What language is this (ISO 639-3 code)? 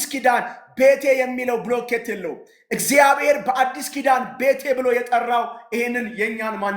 amh